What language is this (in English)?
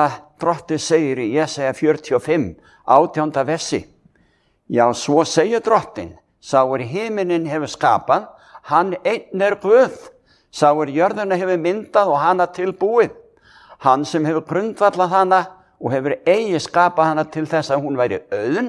Icelandic